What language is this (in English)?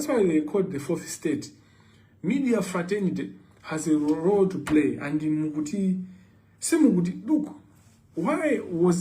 Nyanja